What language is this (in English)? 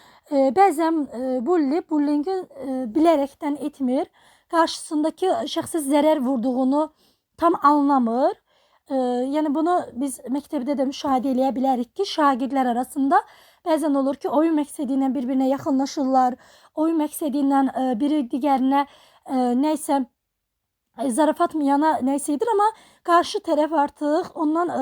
Azerbaijani